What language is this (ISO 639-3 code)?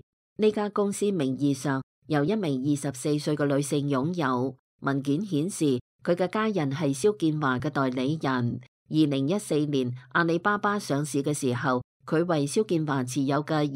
yue